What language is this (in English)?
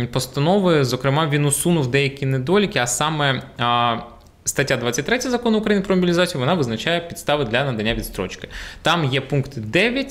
Ukrainian